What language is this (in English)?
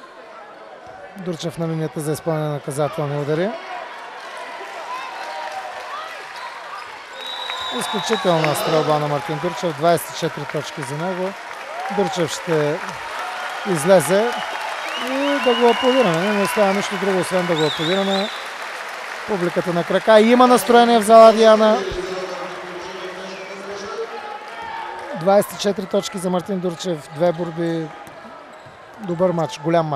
Bulgarian